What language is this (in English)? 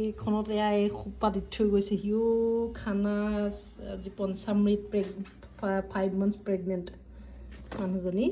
Assamese